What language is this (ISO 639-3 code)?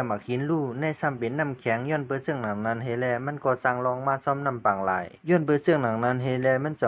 shn